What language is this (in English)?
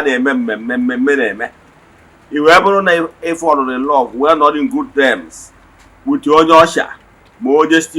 Igbo